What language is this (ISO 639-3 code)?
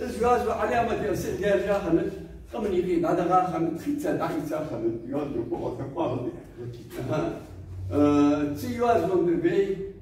inh